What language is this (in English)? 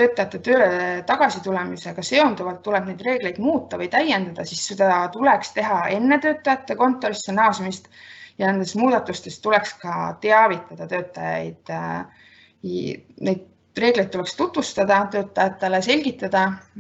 Estonian